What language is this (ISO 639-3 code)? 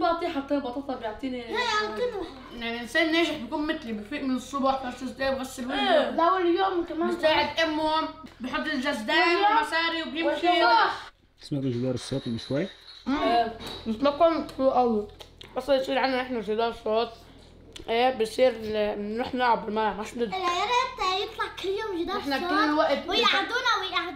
apc